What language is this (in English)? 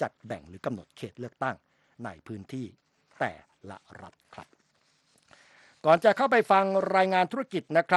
Thai